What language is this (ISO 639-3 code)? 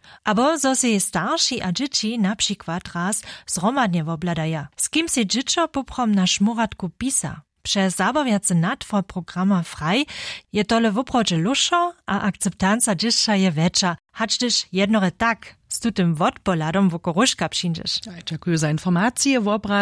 hsb